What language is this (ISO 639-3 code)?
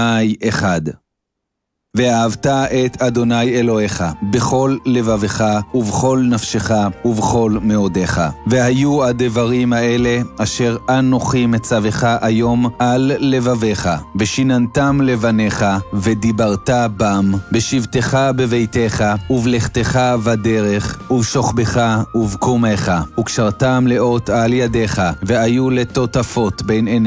heb